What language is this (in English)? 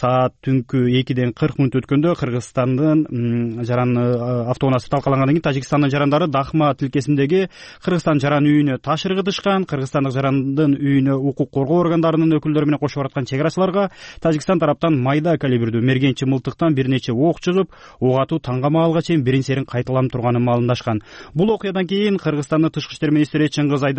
Kyrgyz